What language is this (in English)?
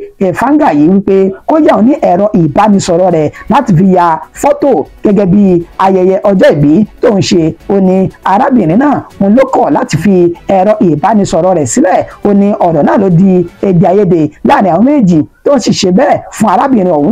Yoruba